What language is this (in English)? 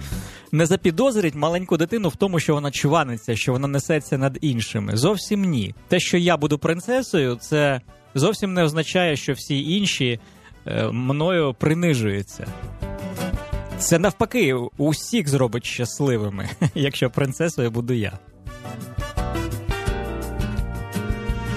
Ukrainian